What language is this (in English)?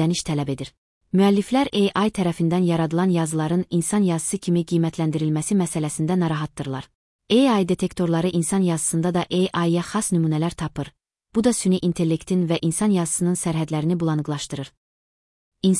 Azerbaijani